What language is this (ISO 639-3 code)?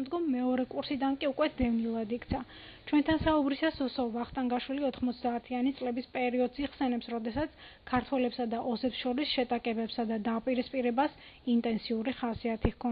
kat